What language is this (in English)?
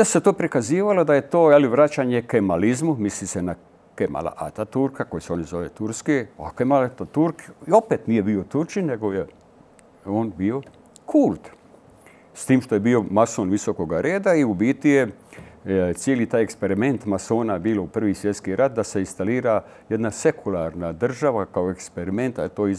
Croatian